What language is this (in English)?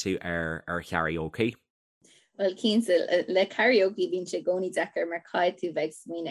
Irish